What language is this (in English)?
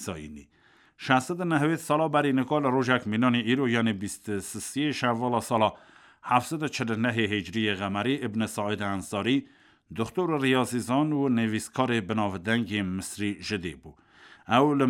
Kurdish